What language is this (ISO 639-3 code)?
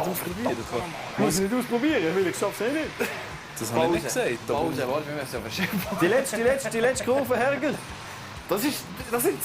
gsw